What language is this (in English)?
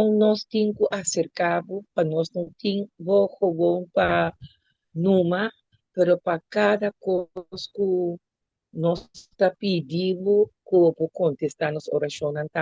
Papiamento